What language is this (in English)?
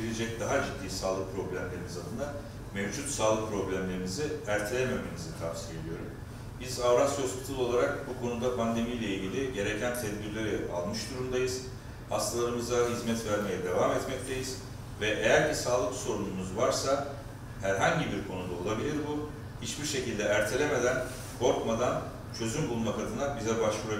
Turkish